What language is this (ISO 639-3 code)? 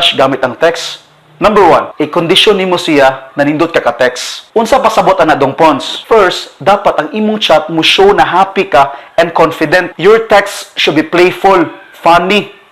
ceb